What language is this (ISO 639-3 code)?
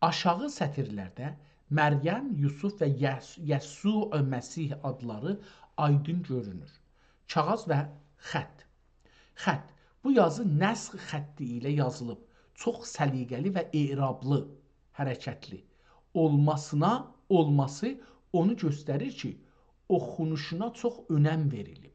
azb